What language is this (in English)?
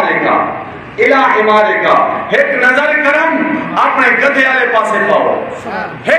Saraiki